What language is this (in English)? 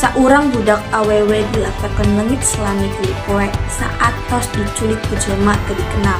Sundanese